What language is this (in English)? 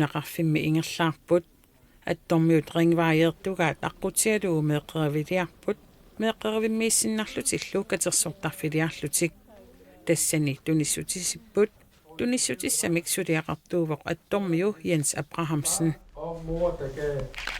Kalaallisut